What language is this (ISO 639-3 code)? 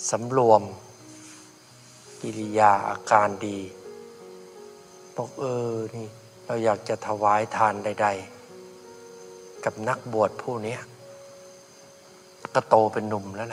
tha